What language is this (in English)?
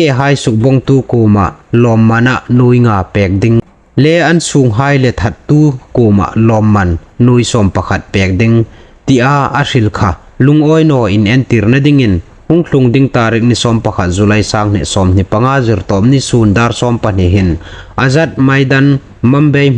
Hmar